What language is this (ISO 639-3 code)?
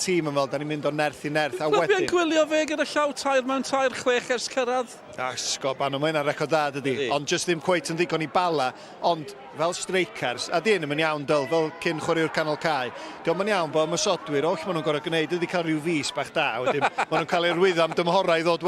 cym